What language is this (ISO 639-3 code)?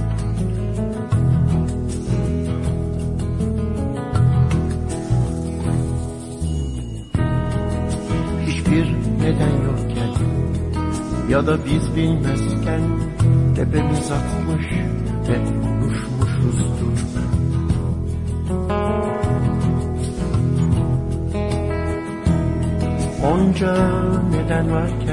tur